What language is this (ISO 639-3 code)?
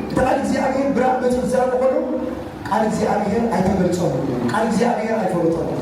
tir